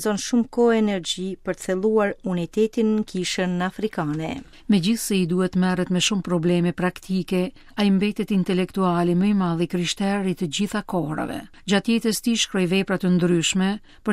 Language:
Albanian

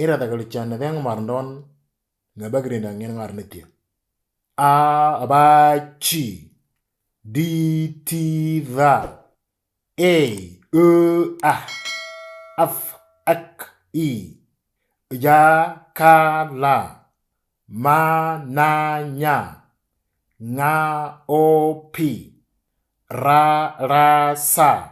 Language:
Moro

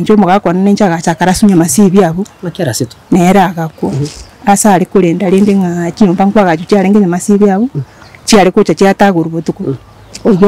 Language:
Gusii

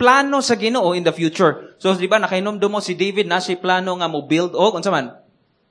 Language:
Cebuano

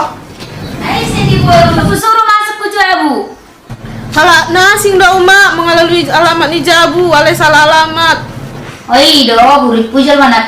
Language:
Batak Toba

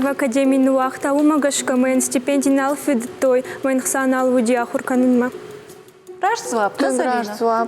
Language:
Ossetic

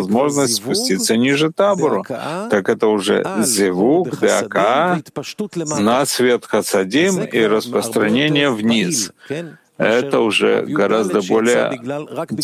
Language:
Russian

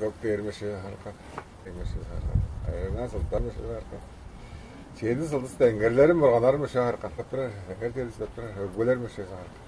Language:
Tuvinian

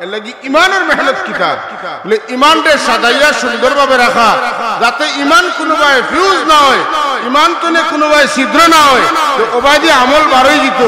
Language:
Sylheti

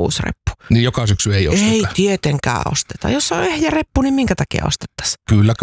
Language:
Finnish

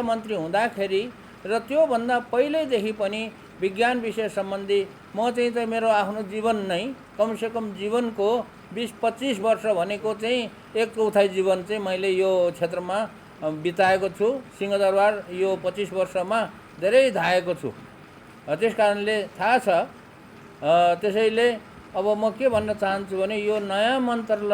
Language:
Nepali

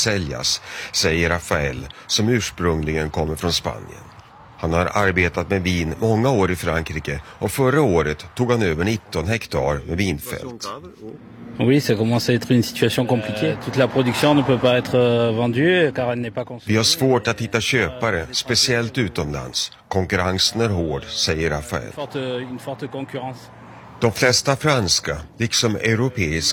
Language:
Swedish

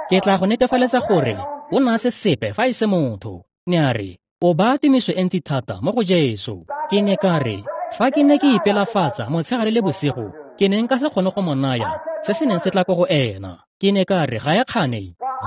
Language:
Tswana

